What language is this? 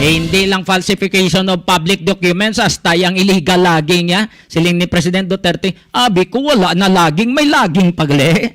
Hiligaynon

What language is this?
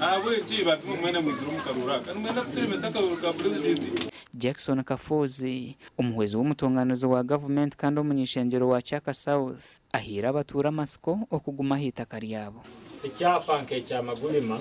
Nyankole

